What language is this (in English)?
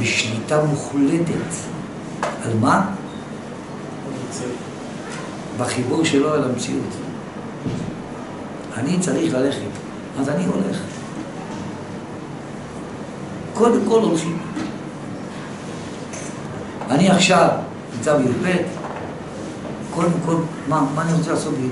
Hebrew